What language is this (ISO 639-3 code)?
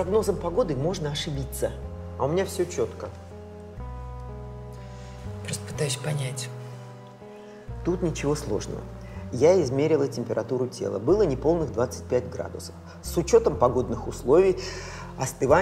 rus